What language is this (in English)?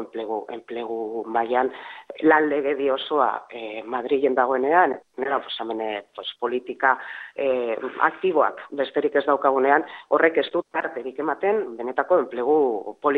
Basque